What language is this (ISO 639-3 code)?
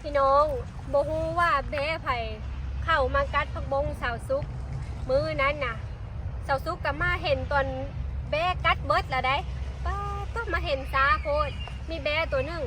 lao